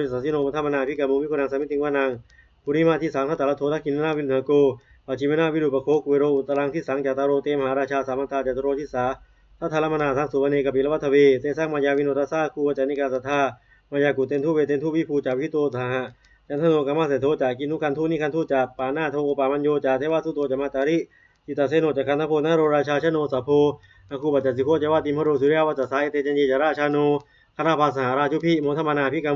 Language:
Pali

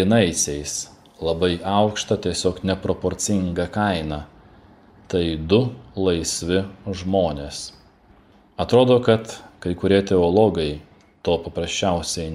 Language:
Lithuanian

